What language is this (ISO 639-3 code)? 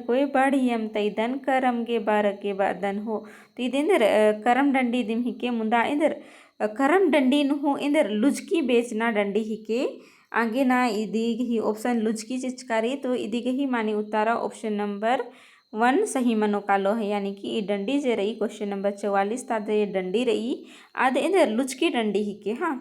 kru